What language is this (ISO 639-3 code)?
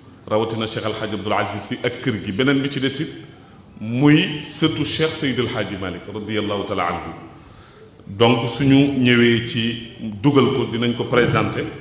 wol